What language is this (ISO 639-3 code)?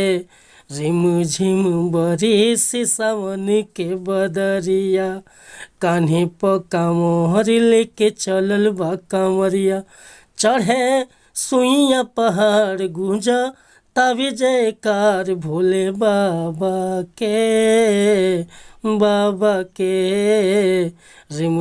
bho